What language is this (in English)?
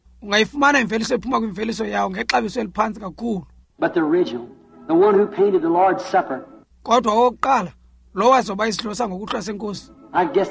Xhosa